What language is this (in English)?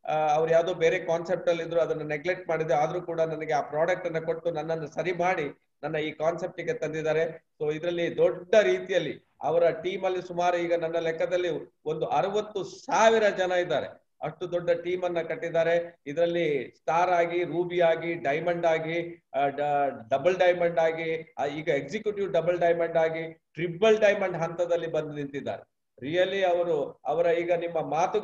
Kannada